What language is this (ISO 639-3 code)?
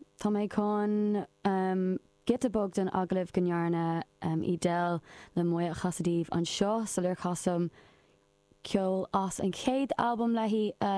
gle